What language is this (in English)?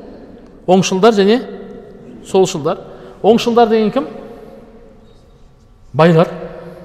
Kazakh